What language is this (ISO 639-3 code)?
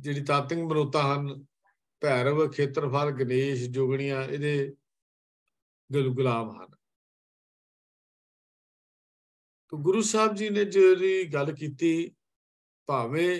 pan